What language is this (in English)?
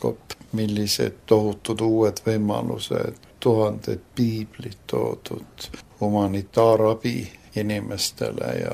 Estonian